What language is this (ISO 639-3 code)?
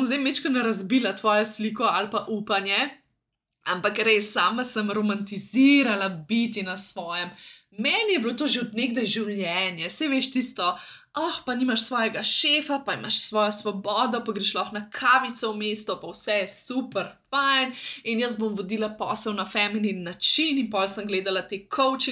slv